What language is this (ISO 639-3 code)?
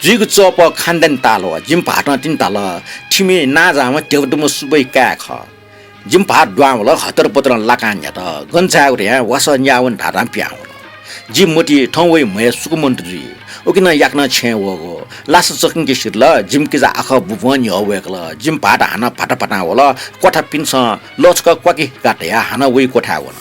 new